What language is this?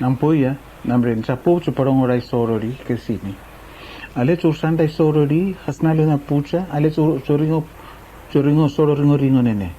Araki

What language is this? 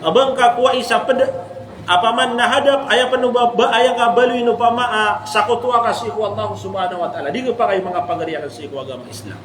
Maranao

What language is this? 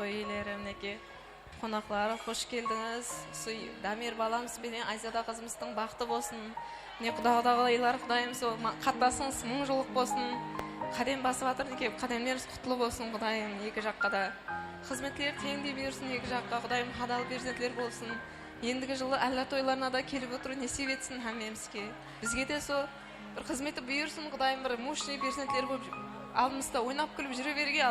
Kara-Kalpak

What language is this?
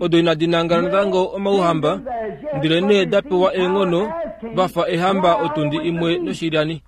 Kuanyama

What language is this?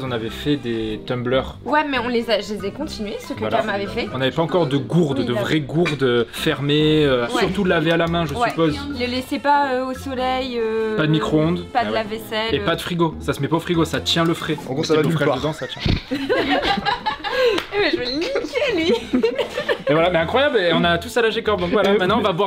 French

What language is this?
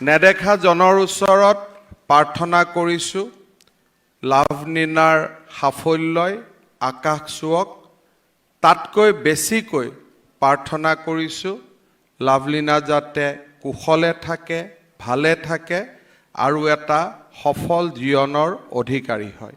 Assamese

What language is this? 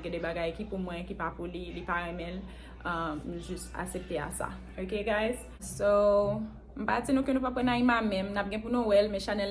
Haitian Creole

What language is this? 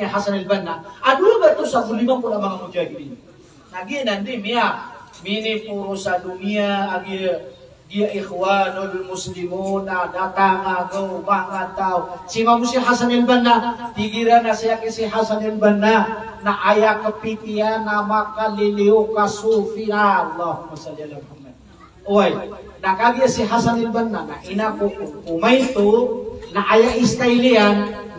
Maranao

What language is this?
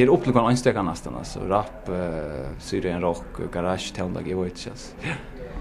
Faroese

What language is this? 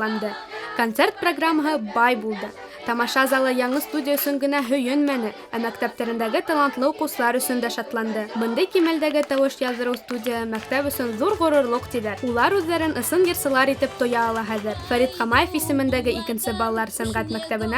Bashkir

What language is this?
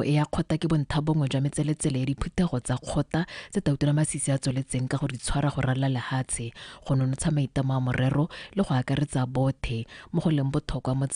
Tswana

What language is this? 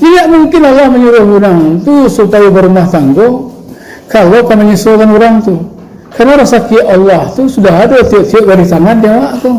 Minangkabau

